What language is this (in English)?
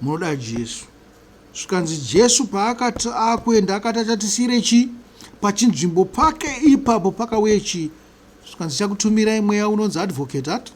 Shona